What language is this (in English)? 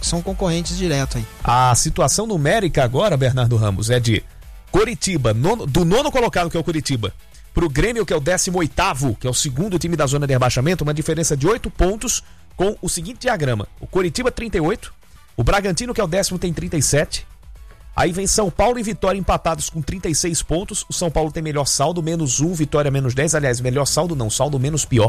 Portuguese